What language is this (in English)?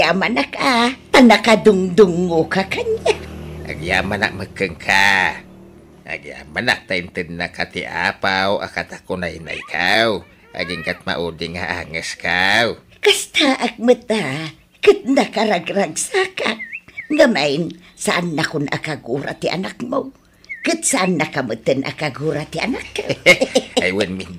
Iloko